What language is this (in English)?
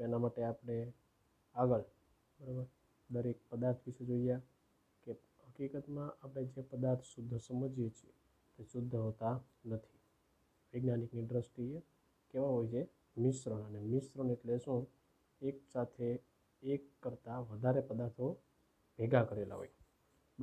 Gujarati